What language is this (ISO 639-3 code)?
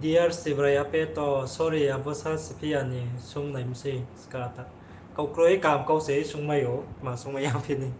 ria